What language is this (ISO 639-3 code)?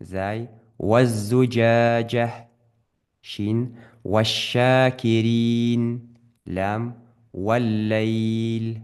inh